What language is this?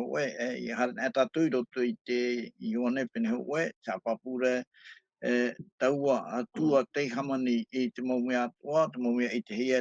Tahitian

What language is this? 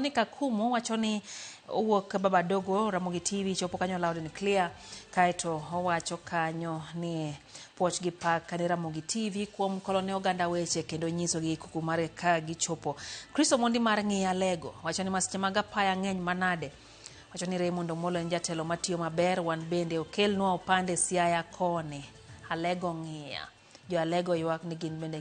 Luo (Kenya and Tanzania)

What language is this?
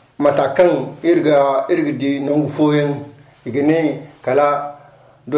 Zarma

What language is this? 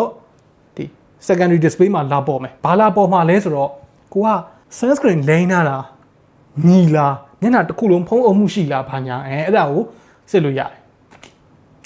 Burmese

